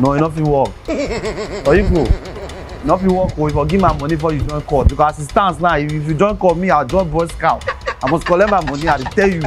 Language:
Nigerian Pidgin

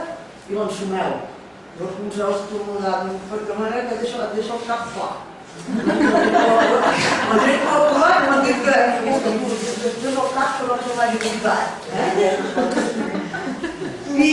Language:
Catalan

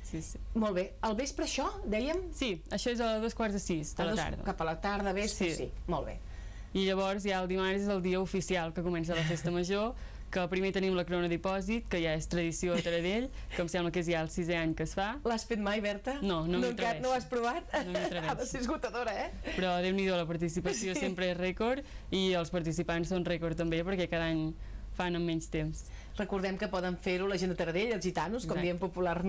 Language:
Catalan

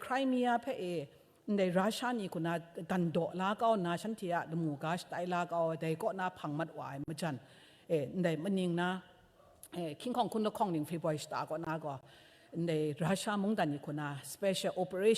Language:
Kachin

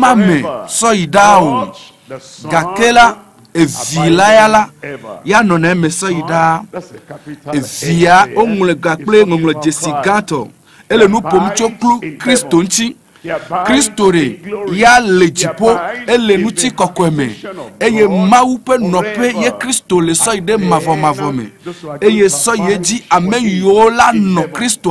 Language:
Ewe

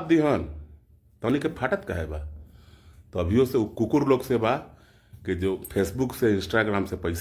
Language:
Bhojpuri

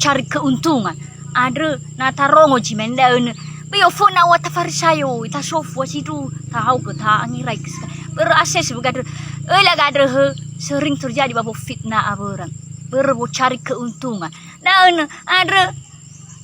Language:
Nias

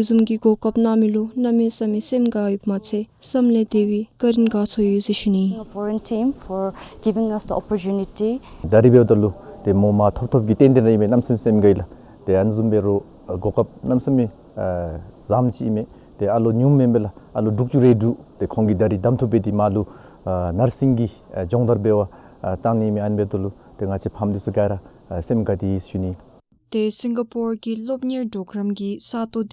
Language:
Dzongkha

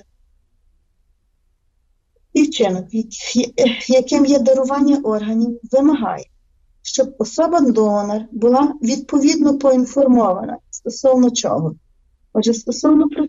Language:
Ukrainian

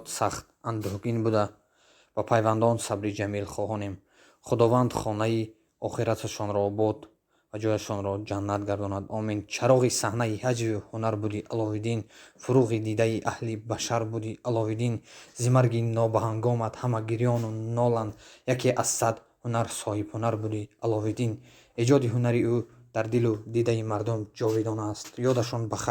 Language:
Tajik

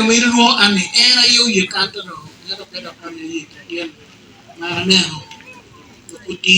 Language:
Acoli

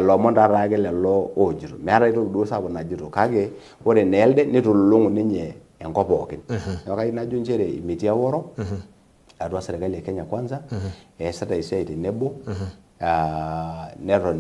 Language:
Masai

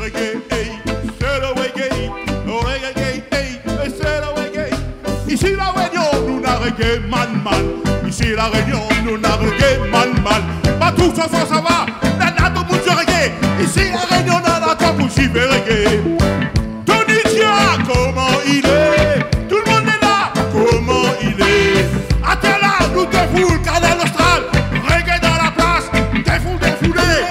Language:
Réunion Creole French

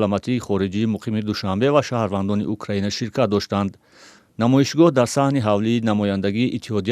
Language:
Tajik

